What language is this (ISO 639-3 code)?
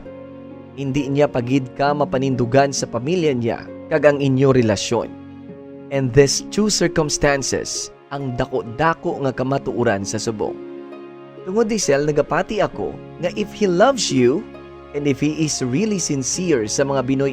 hil